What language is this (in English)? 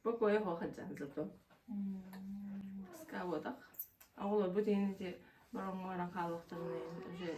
Yakut